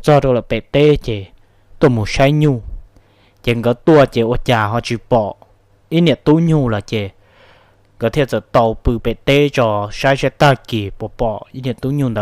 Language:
Hmong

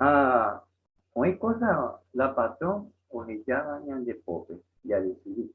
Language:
Guarani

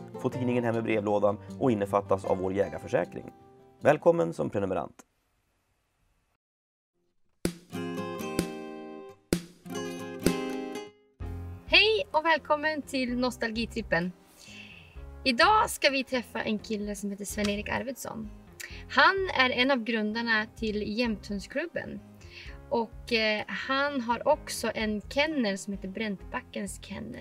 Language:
Swedish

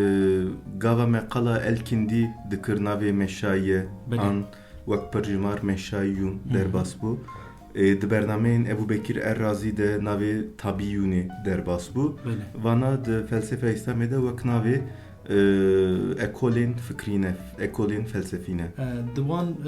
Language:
Kurdish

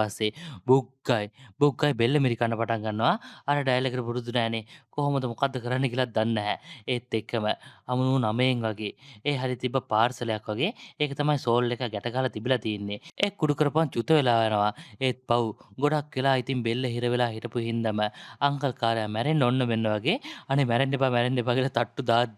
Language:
Sinhala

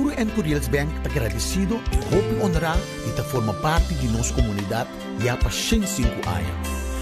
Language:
Papiamento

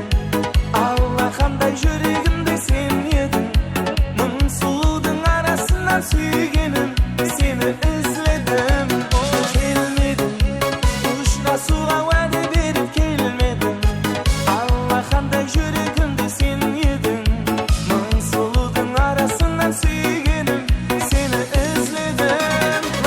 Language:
Kara-Kalpak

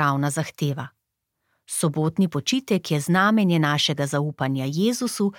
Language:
Slovenian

